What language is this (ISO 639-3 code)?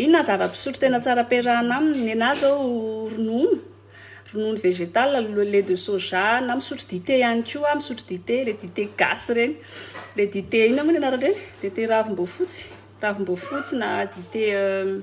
mlg